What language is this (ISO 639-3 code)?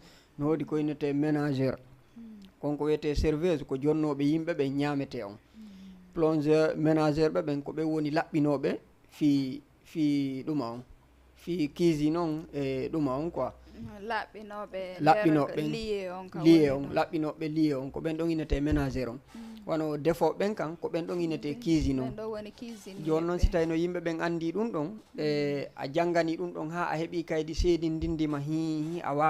ful